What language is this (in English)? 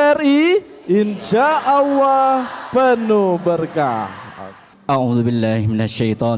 Musi